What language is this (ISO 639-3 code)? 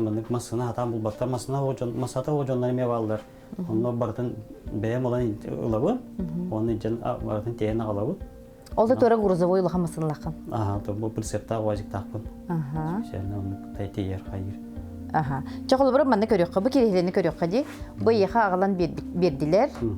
sah